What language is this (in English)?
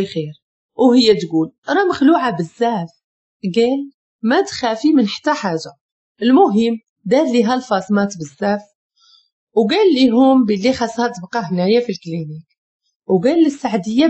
Moroccan Arabic